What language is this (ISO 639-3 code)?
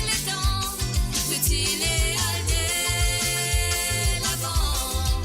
mfe